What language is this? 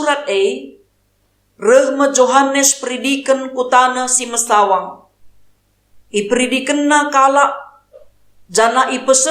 Batak Karo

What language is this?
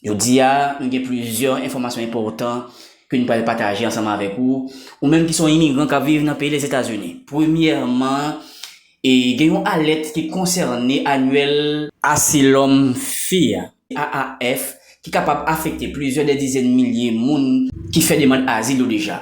Haitian Creole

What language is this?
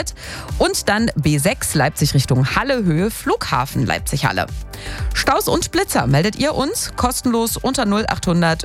German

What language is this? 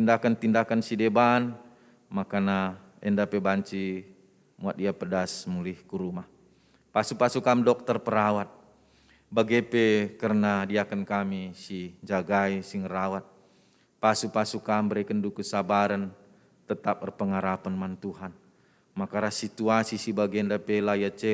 Batak Karo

